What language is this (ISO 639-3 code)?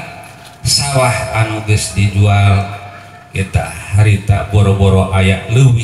sun